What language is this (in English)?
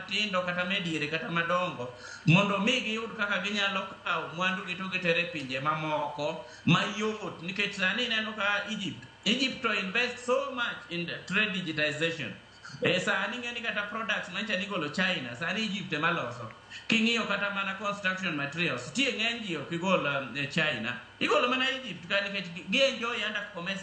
Luo (Kenya and Tanzania)